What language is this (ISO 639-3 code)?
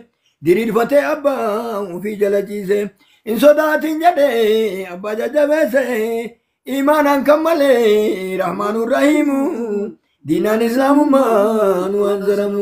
orm